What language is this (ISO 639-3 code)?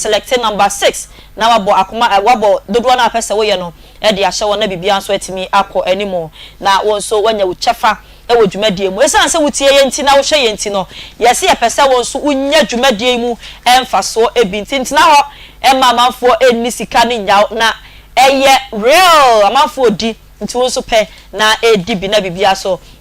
aka